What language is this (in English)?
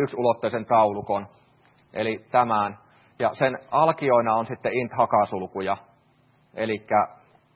Finnish